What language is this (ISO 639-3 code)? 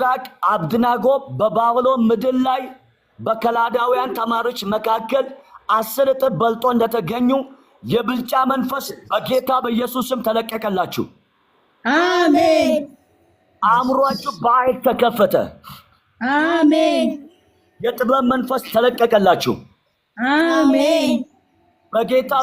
amh